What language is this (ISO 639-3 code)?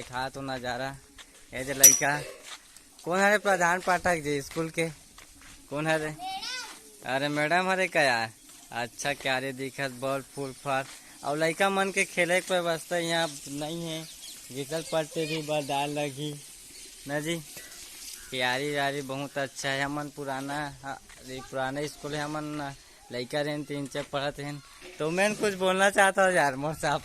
hne